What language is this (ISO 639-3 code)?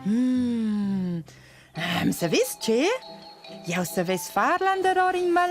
roh